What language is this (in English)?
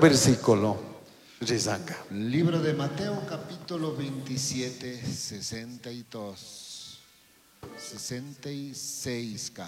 Chimborazo Highland Quichua